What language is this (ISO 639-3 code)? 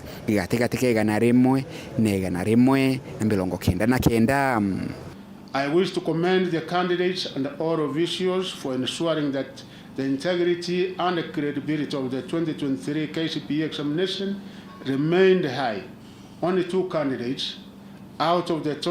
mer